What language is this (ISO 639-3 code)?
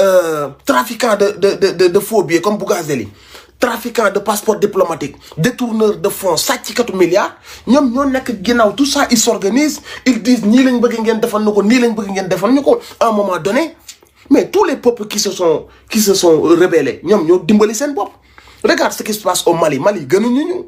wol